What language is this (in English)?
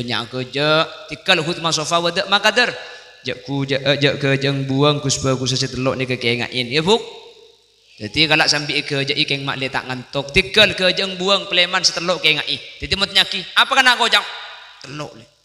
Madurese